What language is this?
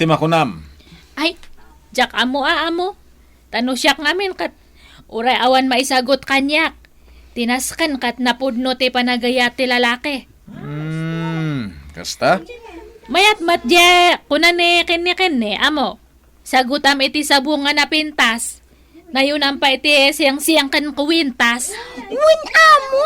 Iloko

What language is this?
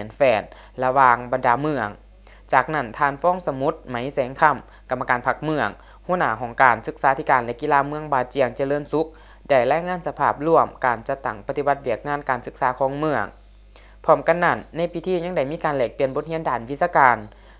Lao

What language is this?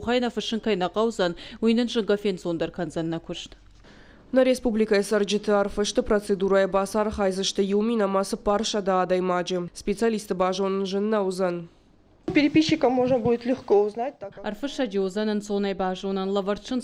Ossetic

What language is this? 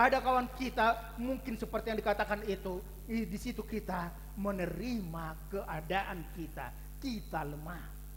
Batak Toba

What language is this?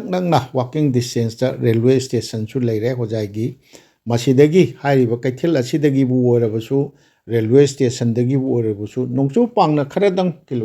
Manipuri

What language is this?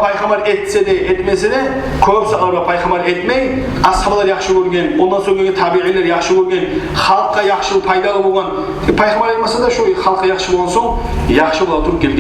Kumyk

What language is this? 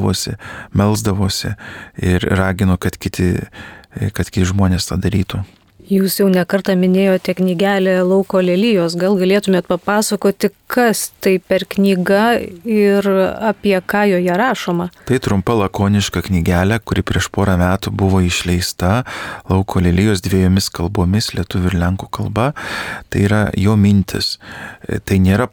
Lithuanian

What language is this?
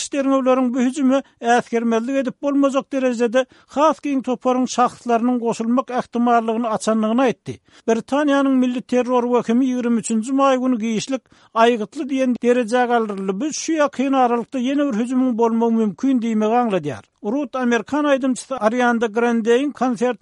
Turkmen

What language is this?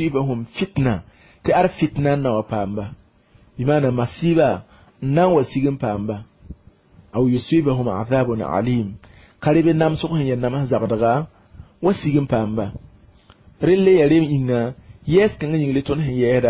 Mossi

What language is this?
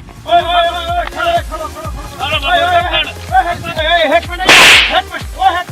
Saraiki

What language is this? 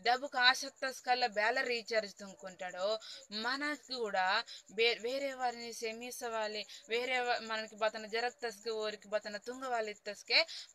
Koya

